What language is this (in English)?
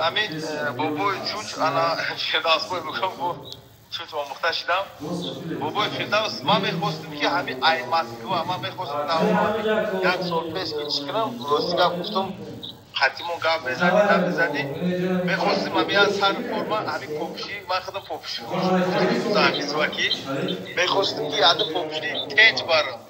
Tajik